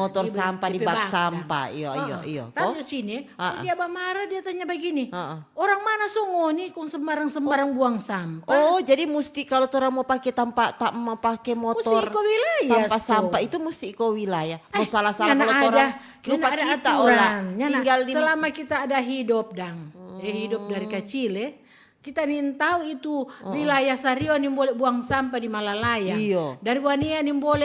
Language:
Manado Malay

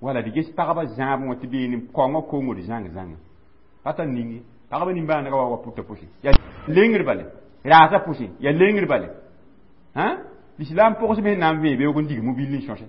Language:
Mossi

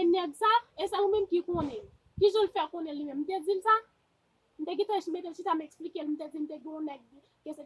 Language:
Haitian Creole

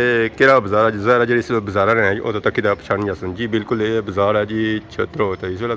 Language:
Pahari-Potwari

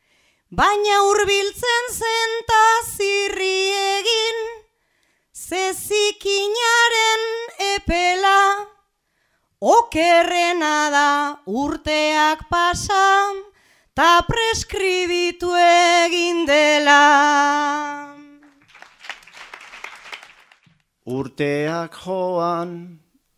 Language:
Basque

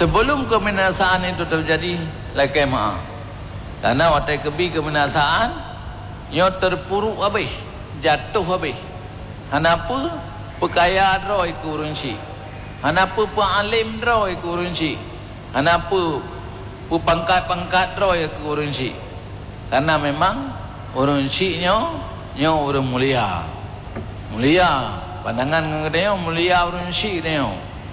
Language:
Achinese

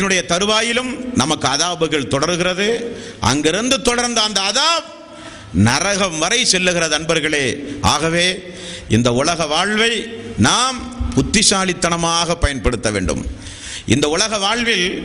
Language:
Tamil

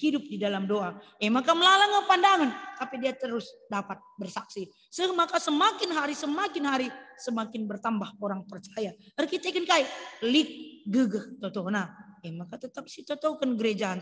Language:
Batak Karo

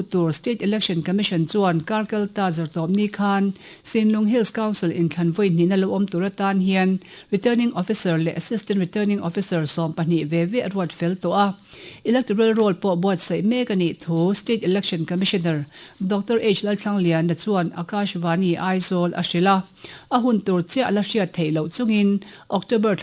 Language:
Mizo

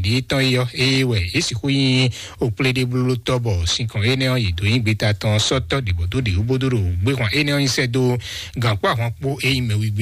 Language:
Fon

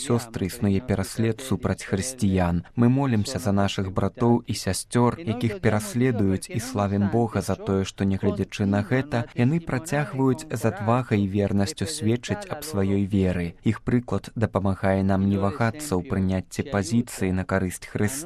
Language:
Belarusian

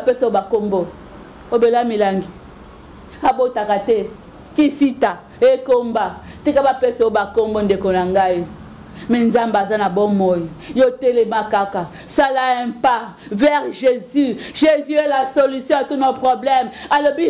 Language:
Lingala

